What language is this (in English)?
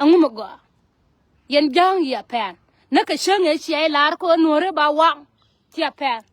Nuer